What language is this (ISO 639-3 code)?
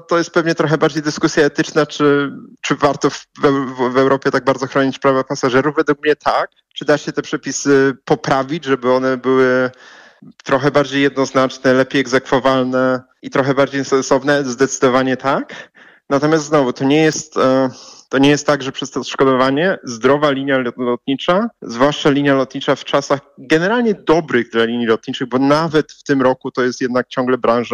pol